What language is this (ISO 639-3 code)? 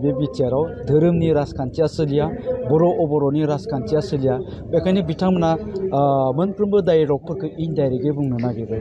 brx